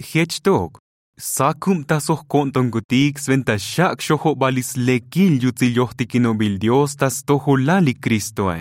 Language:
Tzotzil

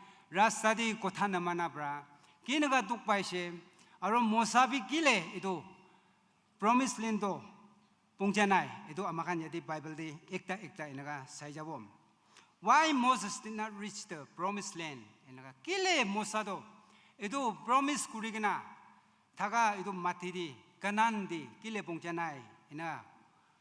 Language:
Naga Pidgin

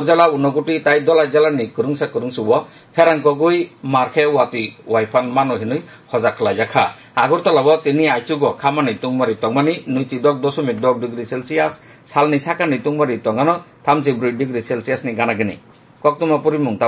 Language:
Kok Borok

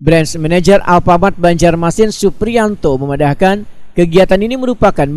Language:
Banjar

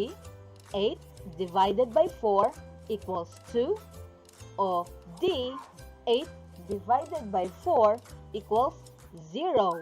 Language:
Cebuano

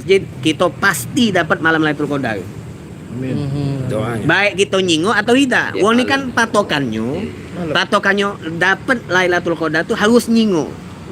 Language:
Musi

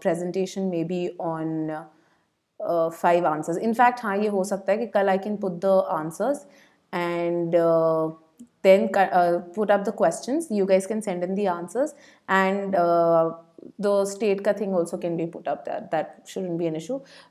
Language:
Hindi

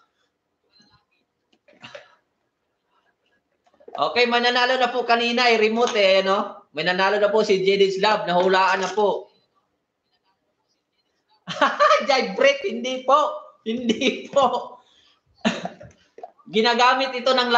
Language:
Filipino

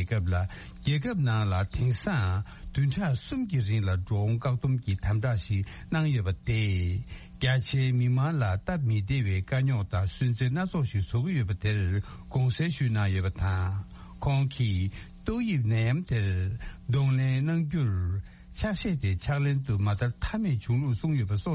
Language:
Tibetan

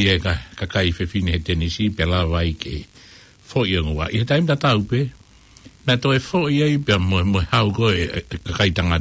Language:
Tongan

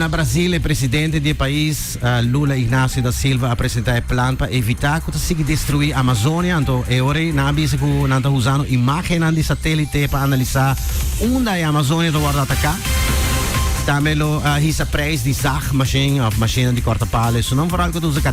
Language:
Papiamento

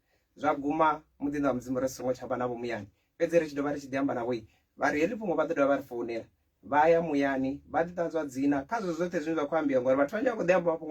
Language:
Venda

